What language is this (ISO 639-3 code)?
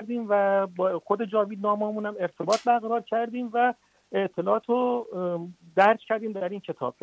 fas